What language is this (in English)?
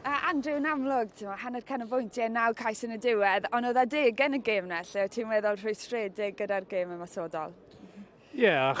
Welsh